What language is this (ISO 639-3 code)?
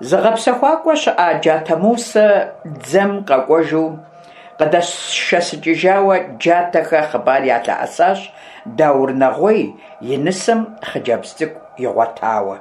kbd